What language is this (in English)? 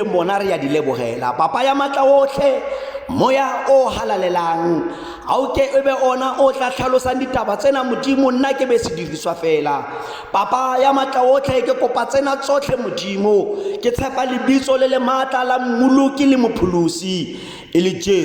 Tswana